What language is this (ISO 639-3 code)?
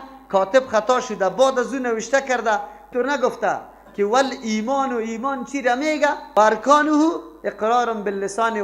fas